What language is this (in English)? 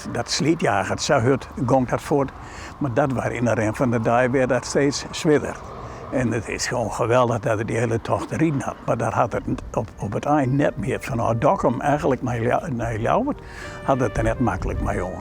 Western Frisian